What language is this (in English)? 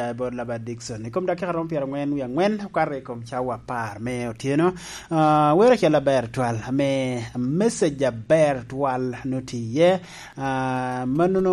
Lango (Uganda)